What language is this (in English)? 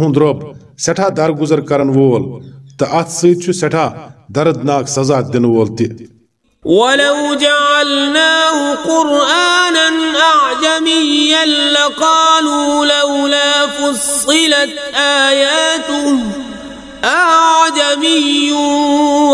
Kashmiri